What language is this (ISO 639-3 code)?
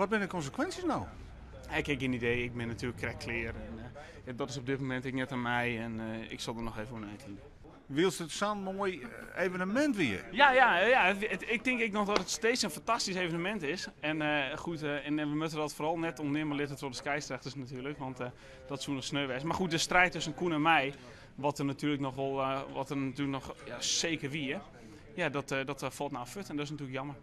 fry